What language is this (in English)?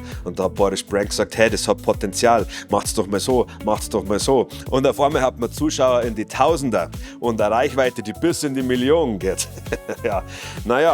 Bavarian